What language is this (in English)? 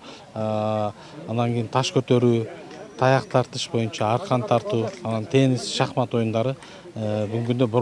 Kyrgyz